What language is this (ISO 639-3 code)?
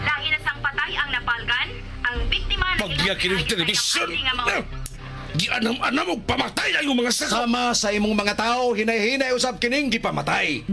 ceb